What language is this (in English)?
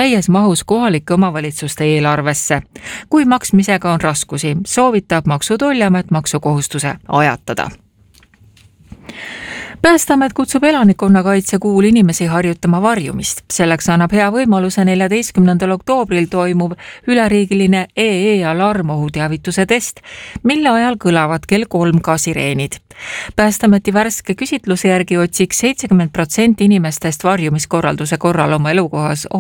Estonian